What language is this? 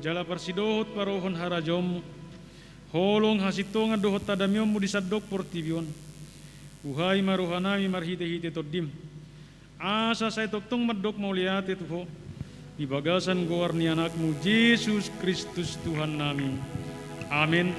Batak Toba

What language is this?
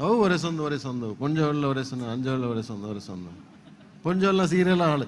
Tulu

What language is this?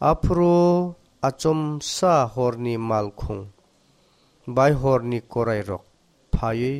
Kok Borok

